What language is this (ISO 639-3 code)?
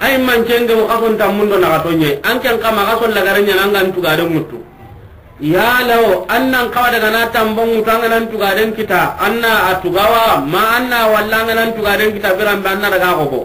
snk